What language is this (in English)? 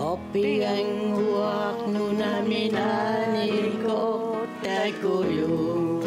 Kalaallisut